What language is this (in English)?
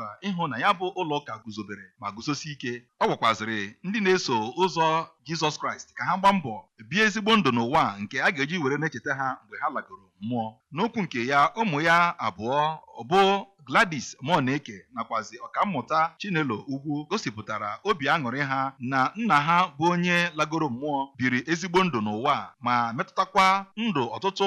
Igbo